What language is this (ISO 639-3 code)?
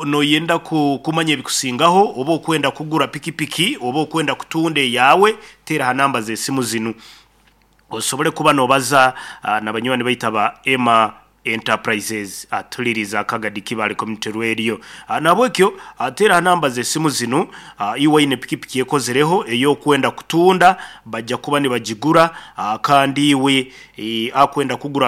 nyn